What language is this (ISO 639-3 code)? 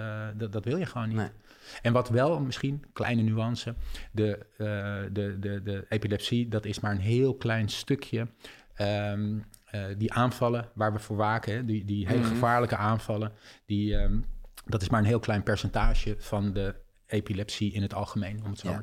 nld